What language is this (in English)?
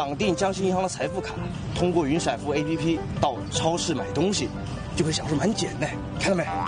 Chinese